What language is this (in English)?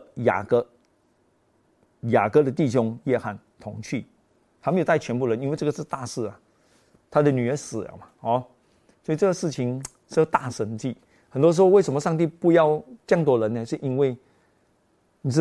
Chinese